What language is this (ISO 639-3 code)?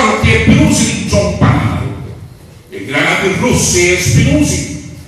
scn